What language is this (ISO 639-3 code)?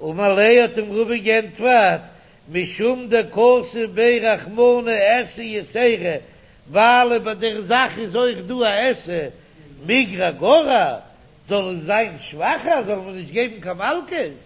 yid